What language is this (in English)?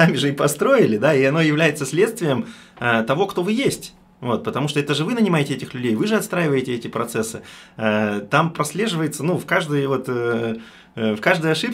Russian